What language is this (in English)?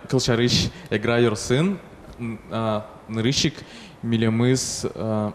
Udmurt